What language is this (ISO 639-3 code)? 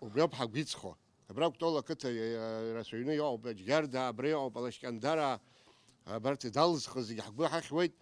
abk